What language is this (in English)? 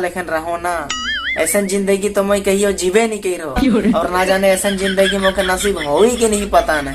Sadri